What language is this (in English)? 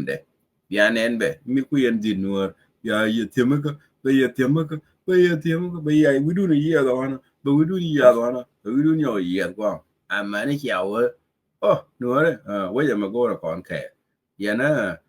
Nuer